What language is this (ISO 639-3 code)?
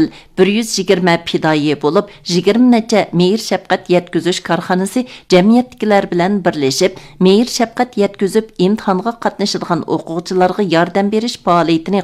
uig